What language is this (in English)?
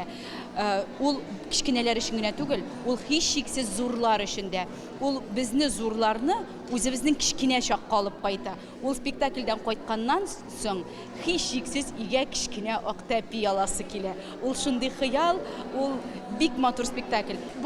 Tatar